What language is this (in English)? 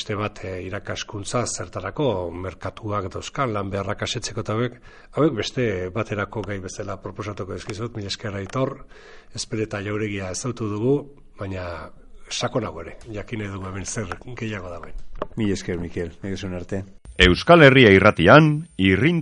Basque